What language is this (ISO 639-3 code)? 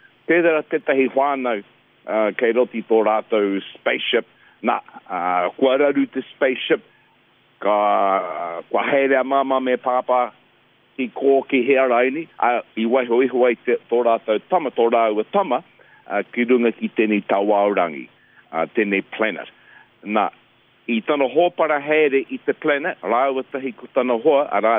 mri